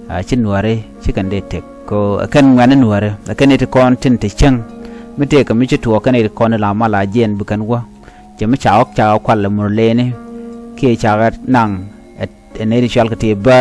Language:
Nuer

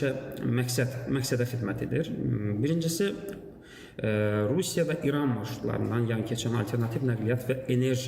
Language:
Azerbaijani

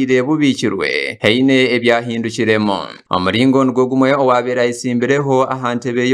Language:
Nyankole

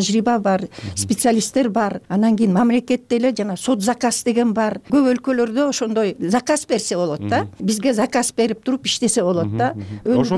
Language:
Kyrgyz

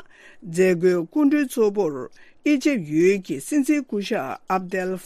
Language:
Tibetan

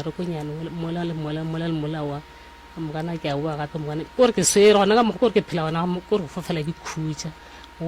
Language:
Northern Sotho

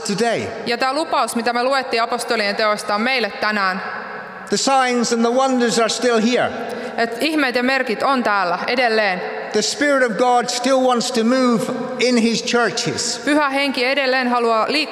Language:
Finnish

